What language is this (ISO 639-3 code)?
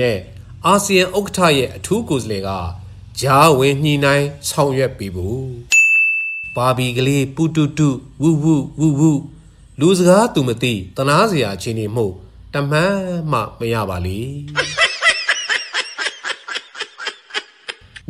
mya